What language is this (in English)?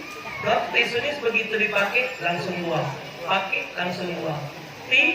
Musi